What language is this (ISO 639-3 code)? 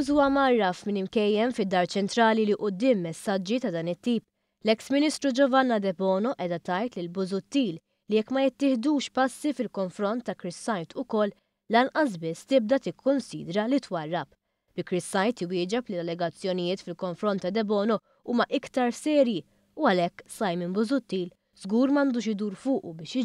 mlt